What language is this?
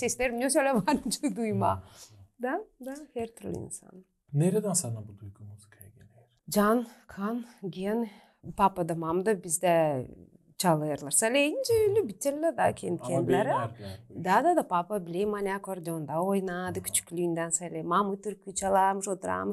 Gagauz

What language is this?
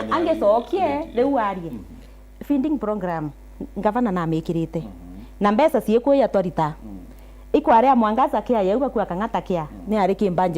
Meru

